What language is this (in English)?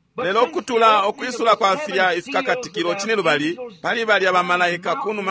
Bemba